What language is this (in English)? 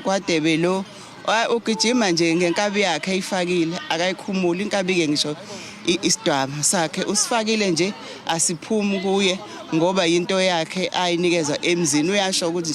Zulu